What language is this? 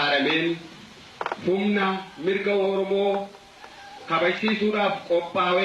Oromo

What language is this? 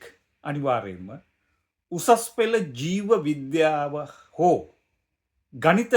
Sinhala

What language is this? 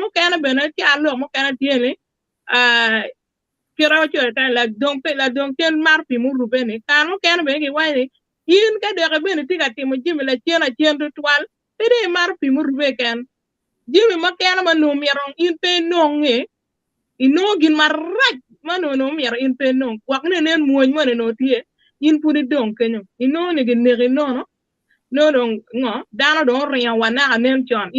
Acoli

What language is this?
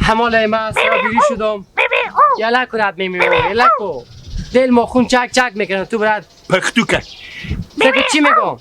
Hazaragi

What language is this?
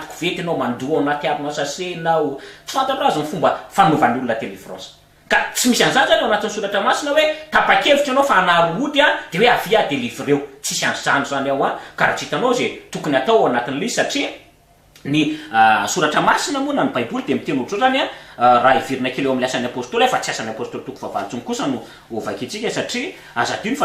Malagasy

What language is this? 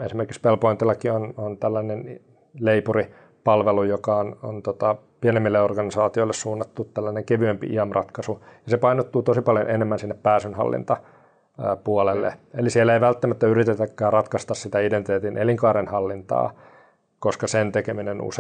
Finnish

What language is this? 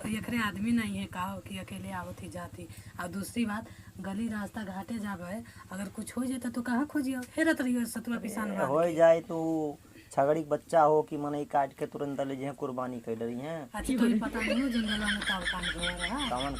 Awadhi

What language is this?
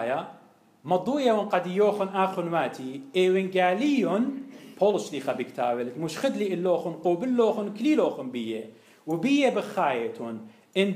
Assyrian Neo-Aramaic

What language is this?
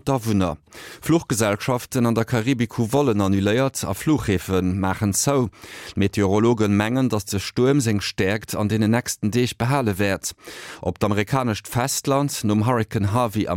Luxembourgish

